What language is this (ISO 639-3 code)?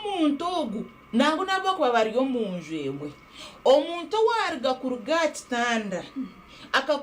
nyn